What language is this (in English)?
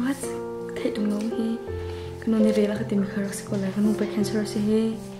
Hakha Chin